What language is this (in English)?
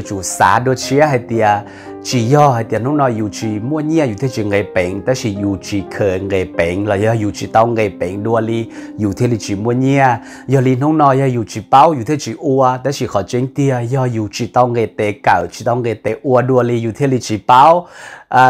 Hmong